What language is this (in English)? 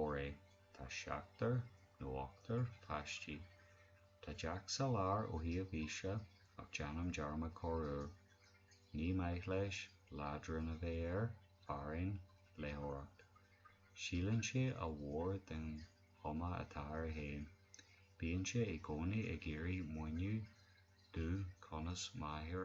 Irish